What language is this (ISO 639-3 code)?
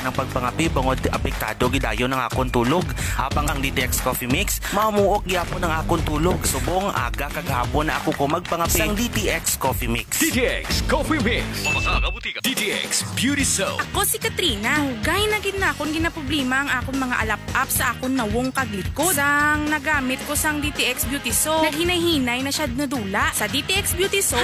hil